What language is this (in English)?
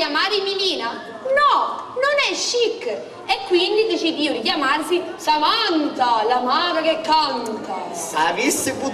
Sicilian